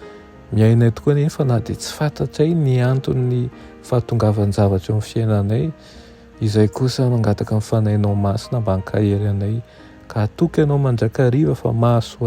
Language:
Malagasy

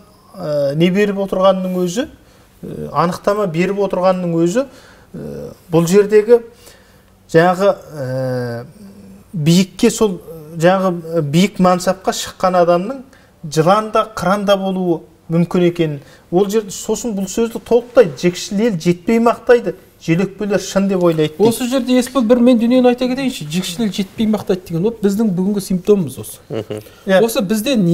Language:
Kazakh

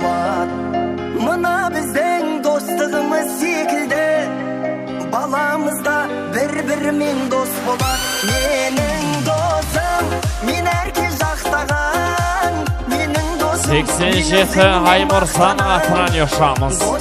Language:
Kara-Kalpak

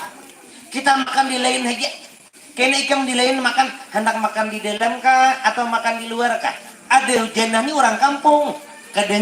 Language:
Banjar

